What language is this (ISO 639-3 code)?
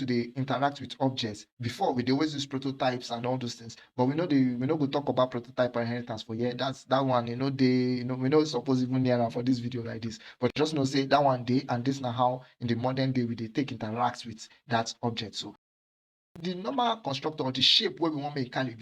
pcm